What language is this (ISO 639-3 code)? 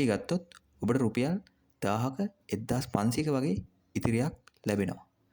sin